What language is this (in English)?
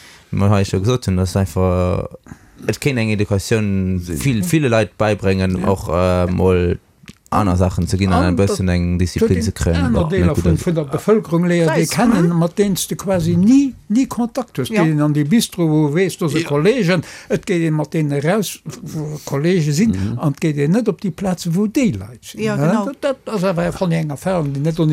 Luxembourgish